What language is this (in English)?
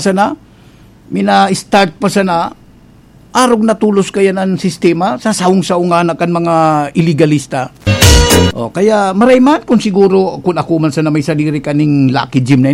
Bikol